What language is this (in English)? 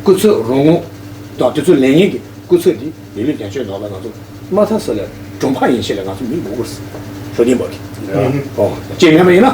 Tibetan